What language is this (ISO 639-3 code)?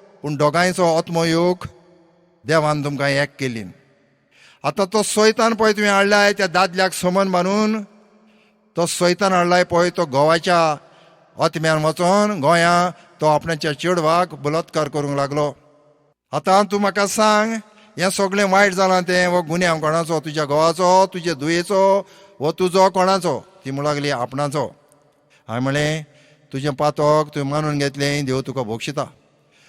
kok